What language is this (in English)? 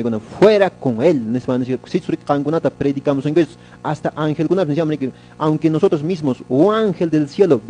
Quechua